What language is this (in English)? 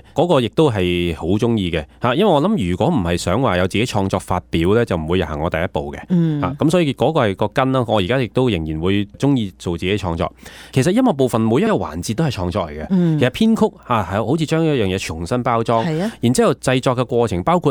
Cantonese